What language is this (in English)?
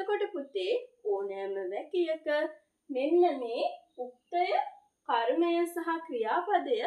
Sinhala